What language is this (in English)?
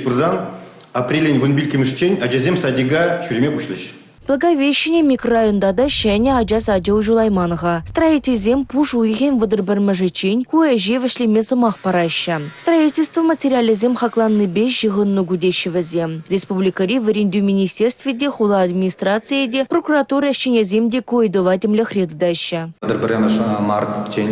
Chuvash